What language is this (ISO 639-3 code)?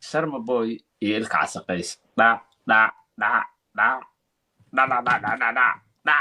som